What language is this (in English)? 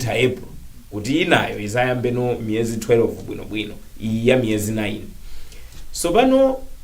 Nyanja